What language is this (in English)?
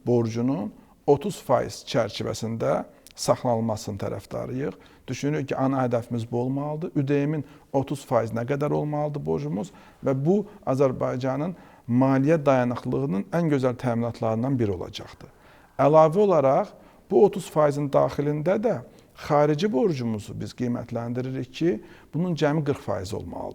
Azerbaijani